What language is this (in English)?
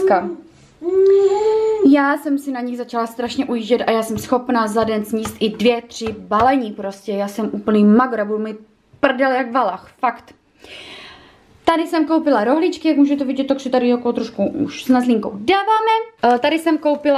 Czech